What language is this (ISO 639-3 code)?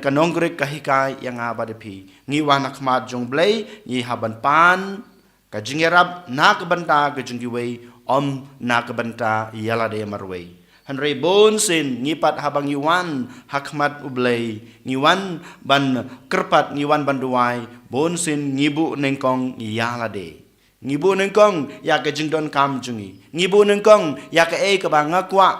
kha